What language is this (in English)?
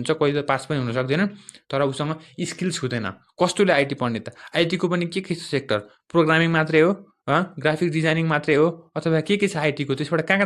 Nepali